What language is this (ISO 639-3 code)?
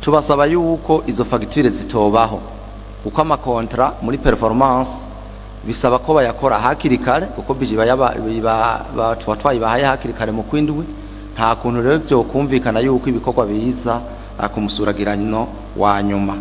run